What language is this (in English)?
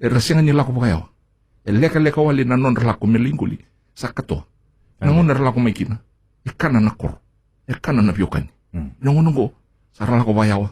Fijian